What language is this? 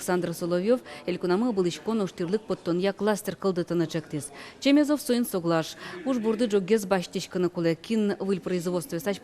Udmurt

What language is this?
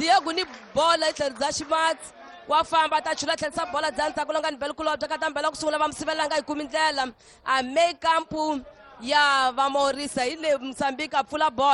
Tsonga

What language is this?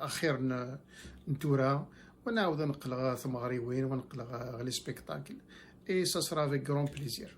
Kabyle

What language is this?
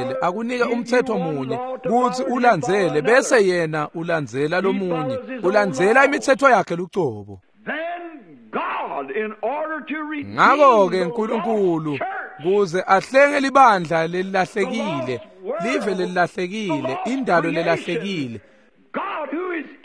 Swati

